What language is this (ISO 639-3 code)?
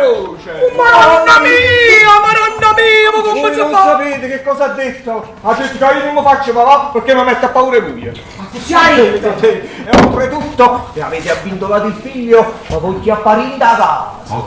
nap